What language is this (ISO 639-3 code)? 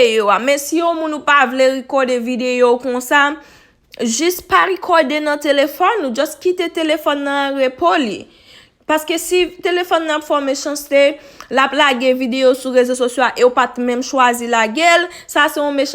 hat